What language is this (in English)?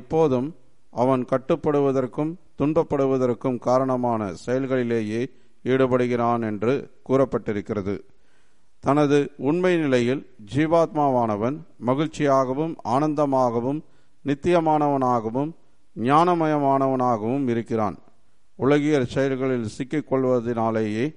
Tamil